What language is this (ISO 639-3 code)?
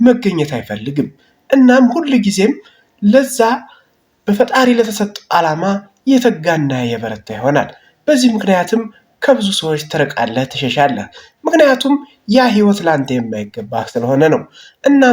amh